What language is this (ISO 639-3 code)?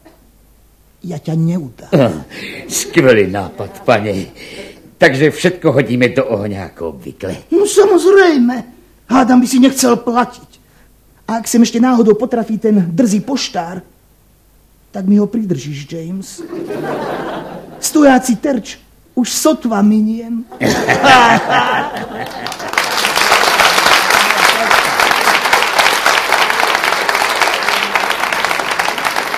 slk